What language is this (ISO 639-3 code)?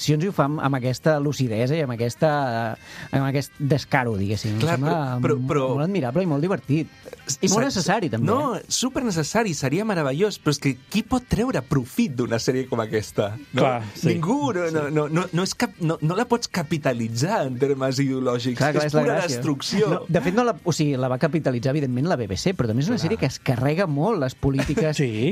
cat